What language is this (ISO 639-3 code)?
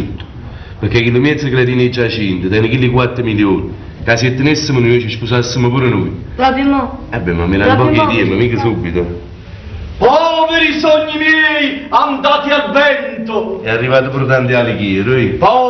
nap